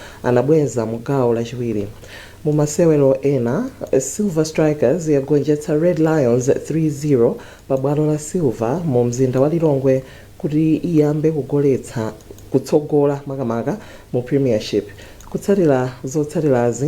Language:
Nyanja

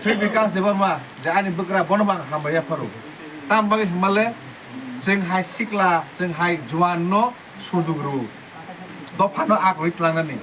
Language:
Kok Borok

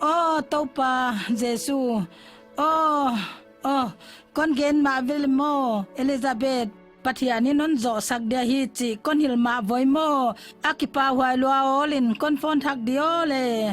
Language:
Paite Chin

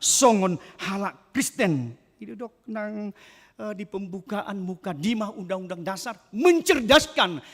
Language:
Batak Toba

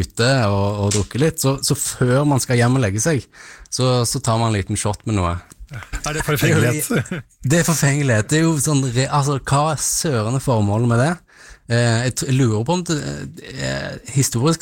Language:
Norwegian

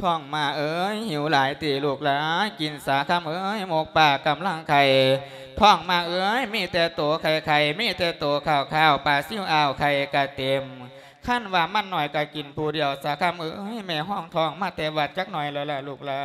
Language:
Lao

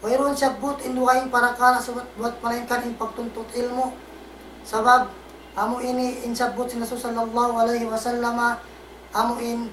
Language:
Tausug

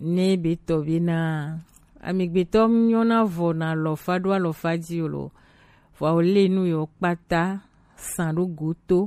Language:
Gen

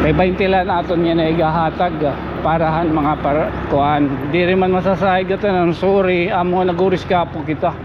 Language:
Waray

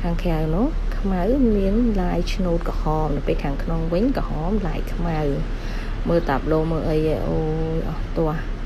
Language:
Khmer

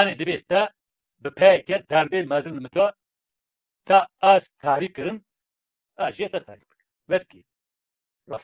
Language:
Kurdish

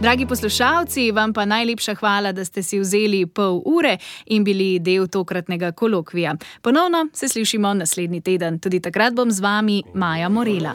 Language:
Slovenian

